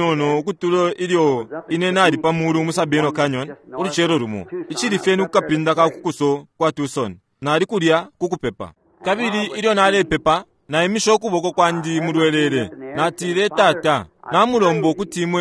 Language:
Bemba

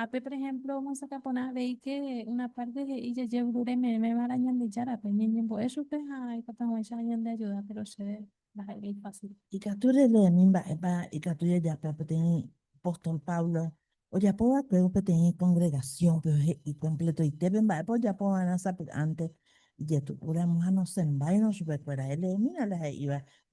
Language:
Guarani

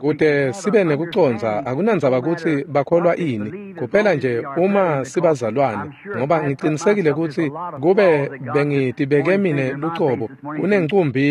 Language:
Swati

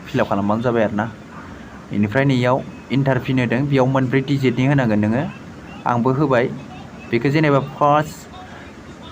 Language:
Bodo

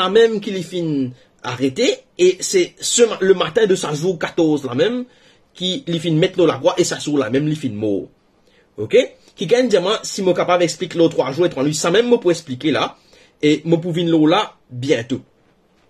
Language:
Morisyen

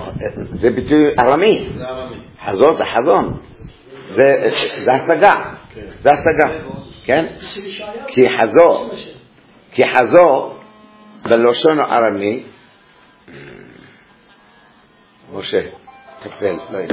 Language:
Hebrew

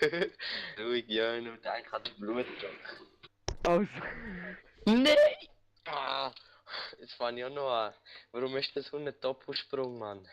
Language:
Swiss German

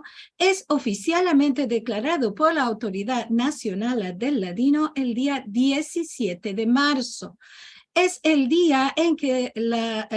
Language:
Ladino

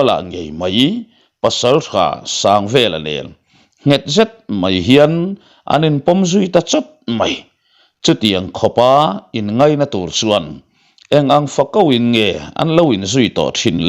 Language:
Mizo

